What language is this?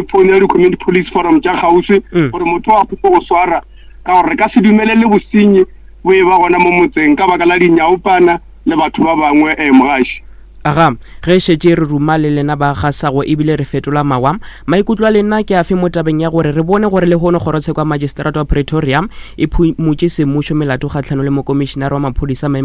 Northern Sotho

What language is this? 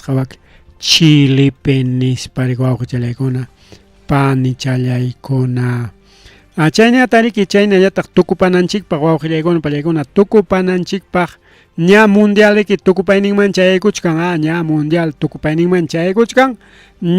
Ayacucho Quechua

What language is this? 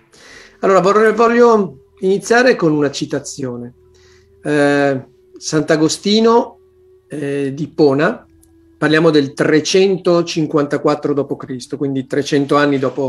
Italian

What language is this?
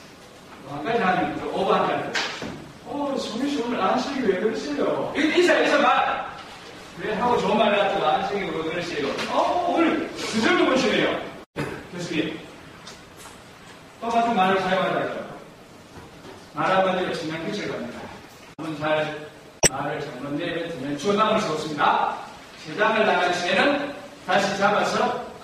Korean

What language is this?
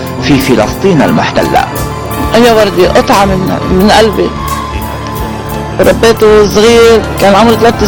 Arabic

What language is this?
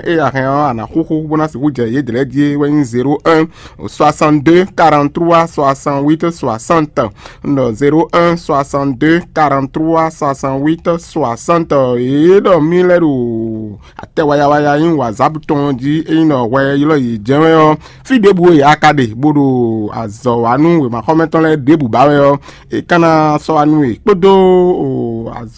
Fon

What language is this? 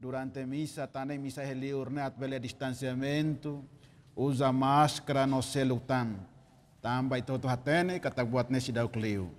Tetum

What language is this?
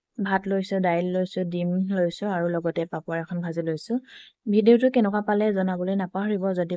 Assamese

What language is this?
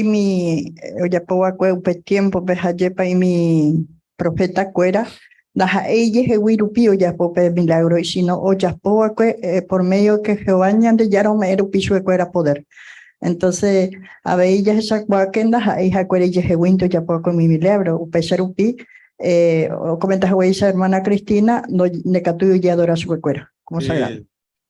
Guarani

